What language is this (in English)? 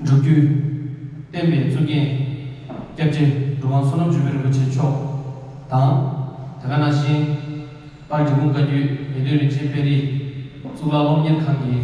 Tibetan